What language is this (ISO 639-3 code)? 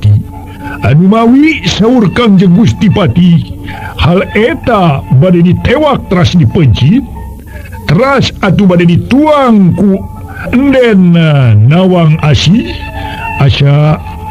sun